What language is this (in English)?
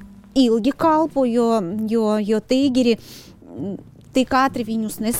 Latvian